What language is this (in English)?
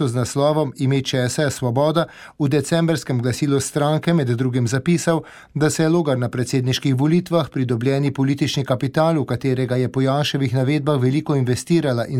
Slovenian